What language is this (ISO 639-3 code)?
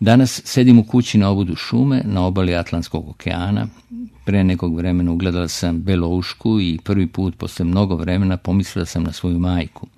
srp